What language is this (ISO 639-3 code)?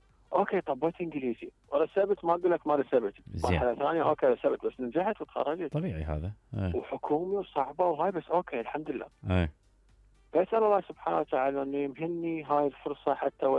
acm